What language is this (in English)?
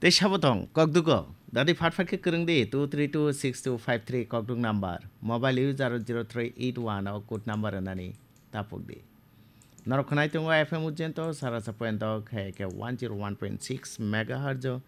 Kok Borok